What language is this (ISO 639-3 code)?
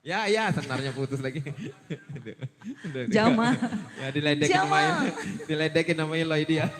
bew